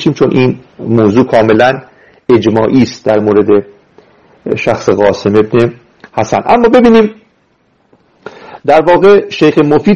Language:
Persian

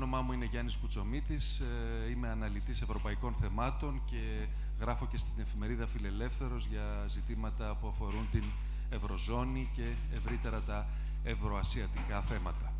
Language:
Greek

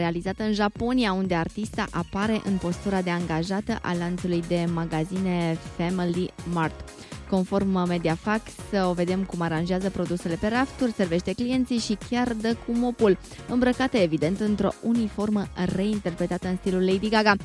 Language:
Romanian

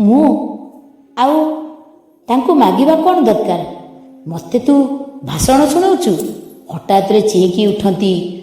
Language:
Odia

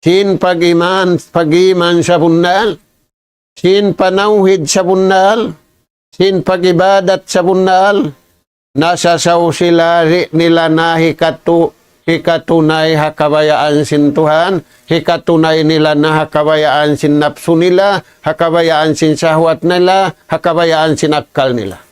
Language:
Tausug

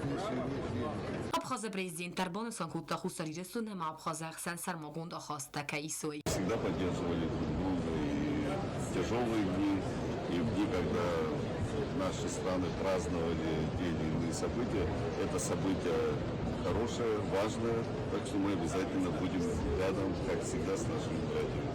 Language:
Ossetic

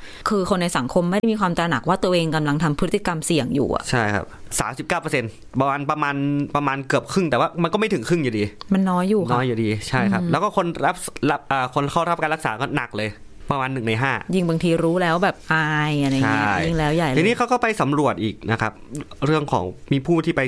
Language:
Thai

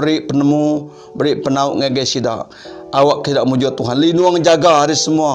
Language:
Iban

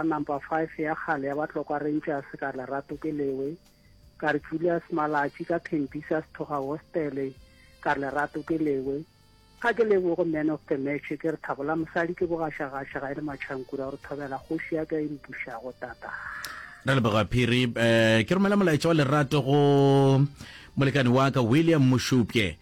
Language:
Northern Sotho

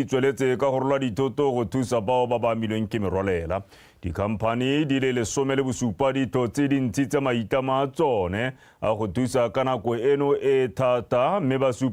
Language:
Tswana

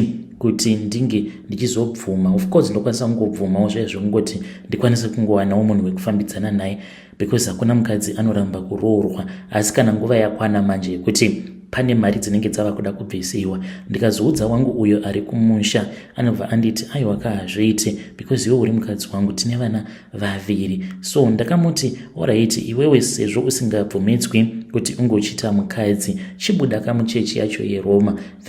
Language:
Shona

